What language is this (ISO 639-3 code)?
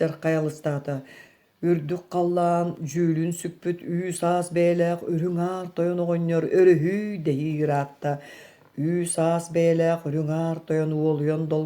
sah